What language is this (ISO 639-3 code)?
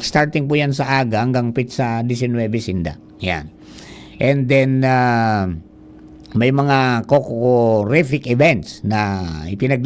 bik